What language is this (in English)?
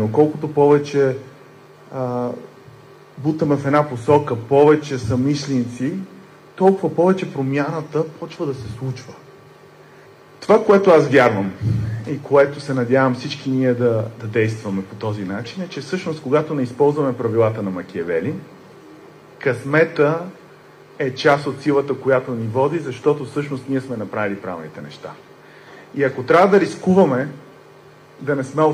Bulgarian